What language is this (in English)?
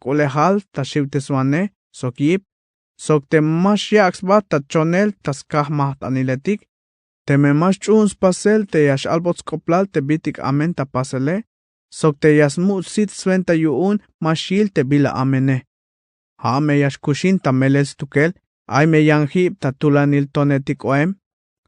Tzeltal